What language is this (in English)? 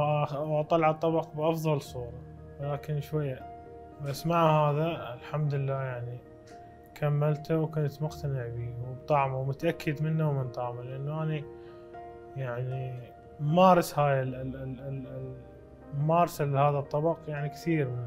Mesopotamian Arabic